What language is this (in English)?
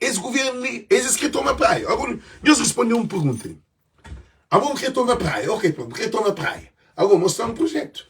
Kabuverdianu